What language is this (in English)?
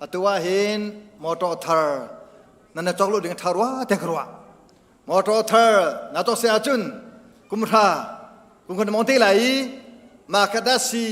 Hakha Chin